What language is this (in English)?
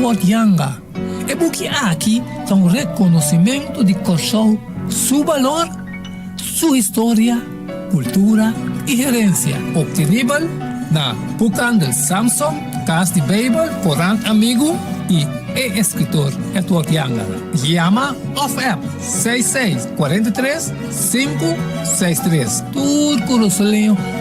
Papiamento